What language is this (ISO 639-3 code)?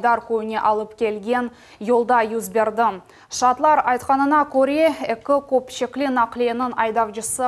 crh